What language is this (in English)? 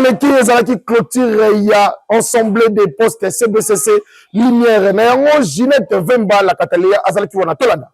Lingala